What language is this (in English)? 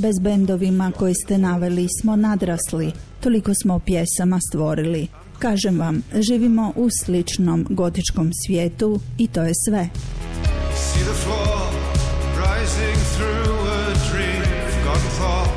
Croatian